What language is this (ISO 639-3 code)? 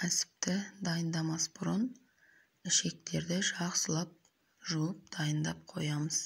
kaz